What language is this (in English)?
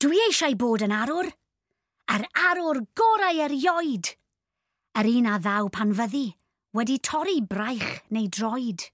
Welsh